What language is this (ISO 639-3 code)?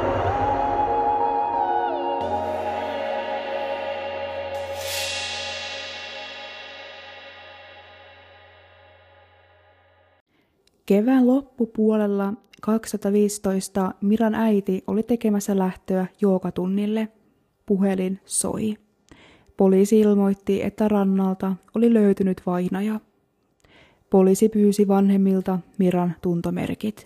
fin